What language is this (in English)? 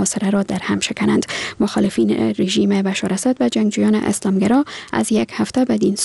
Persian